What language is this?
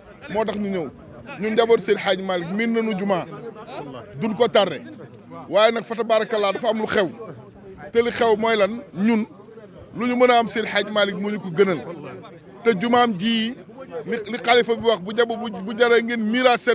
Wolof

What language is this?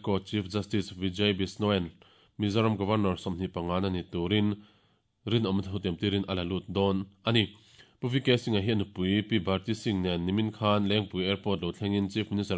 Mizo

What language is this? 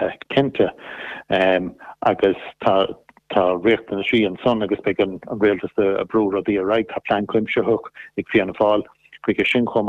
Irish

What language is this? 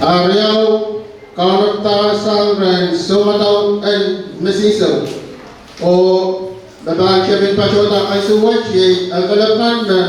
Pohnpeian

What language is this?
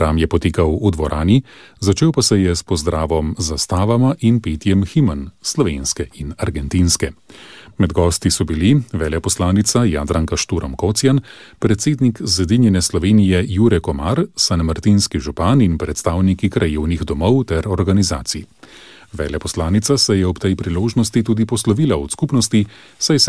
Slovenian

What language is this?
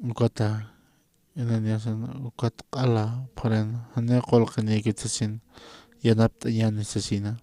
Aymara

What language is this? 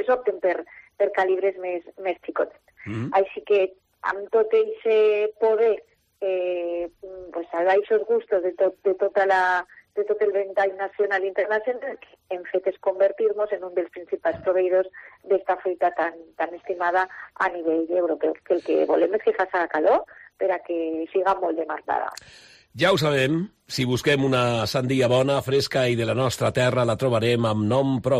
Catalan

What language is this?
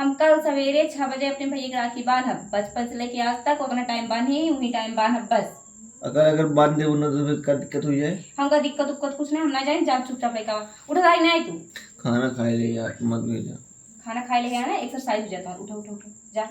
Awadhi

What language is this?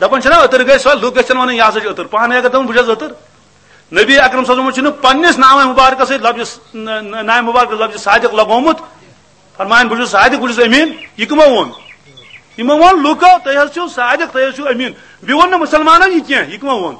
Kashmiri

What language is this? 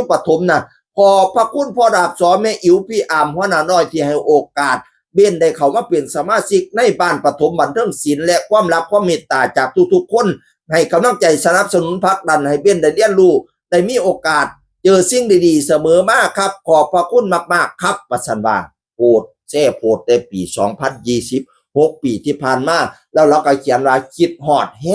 Lao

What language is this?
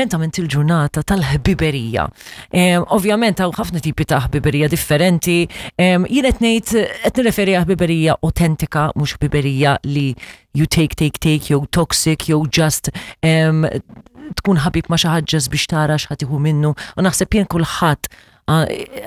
Maltese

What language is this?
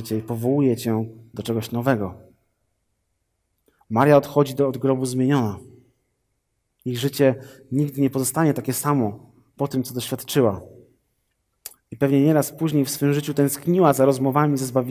Polish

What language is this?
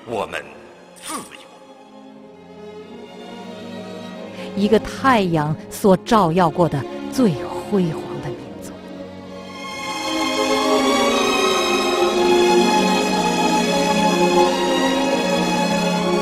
Chinese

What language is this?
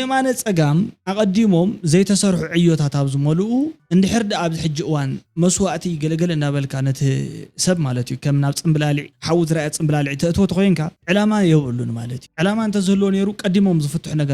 Tigrinya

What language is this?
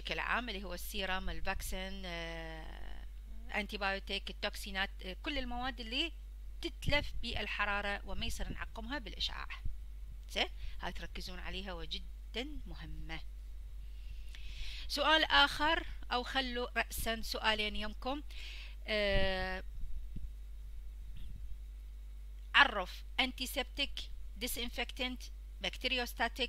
Mesopotamian Arabic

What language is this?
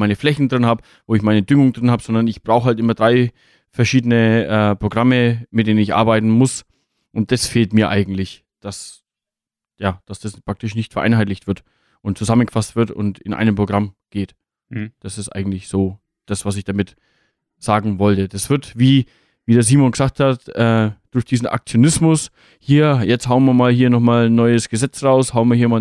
German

